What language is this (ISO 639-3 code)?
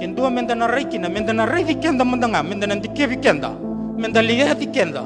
fij